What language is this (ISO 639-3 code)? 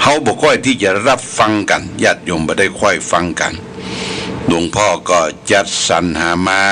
pli